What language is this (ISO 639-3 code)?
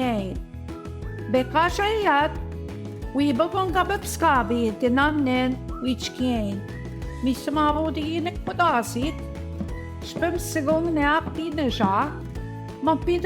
ojc